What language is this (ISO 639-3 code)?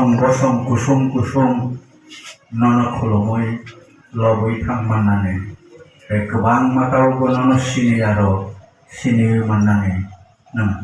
trp